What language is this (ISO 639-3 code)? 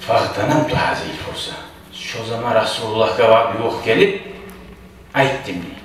kum